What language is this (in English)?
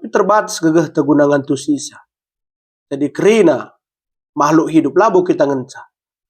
Batak Karo